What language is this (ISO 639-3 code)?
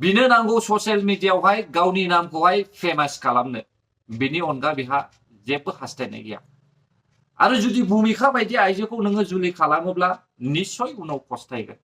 brx